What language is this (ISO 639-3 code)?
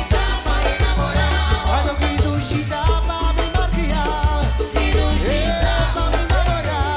pap